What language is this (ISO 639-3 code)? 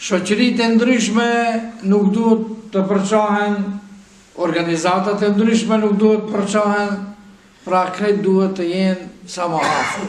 sqi